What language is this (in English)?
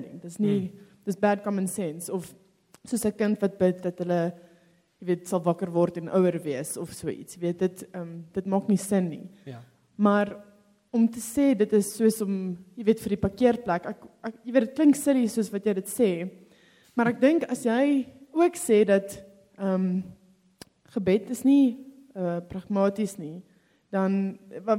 Afrikaans